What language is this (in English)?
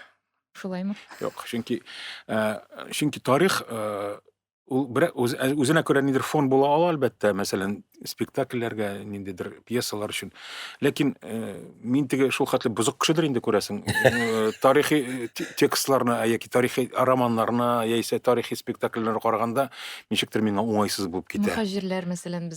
Tatar